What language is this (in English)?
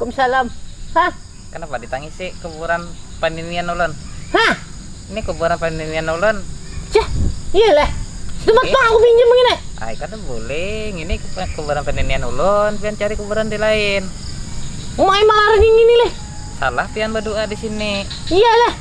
Banjar